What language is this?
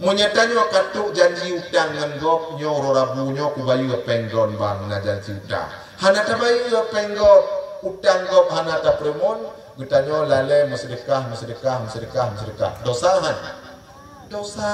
Achinese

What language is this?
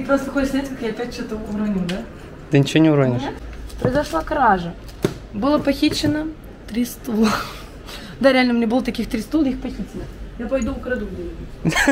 Russian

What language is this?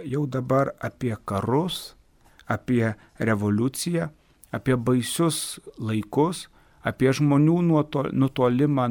Lithuanian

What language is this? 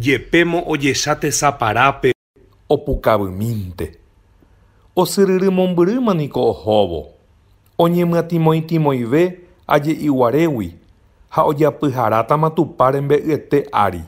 Guarani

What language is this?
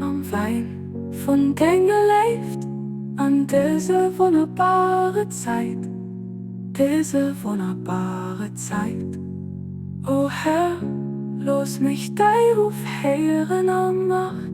Luxembourgish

